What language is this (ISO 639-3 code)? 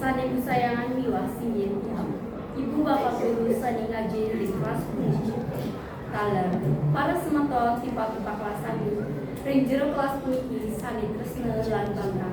ban